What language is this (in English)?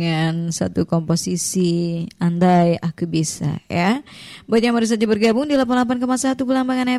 Indonesian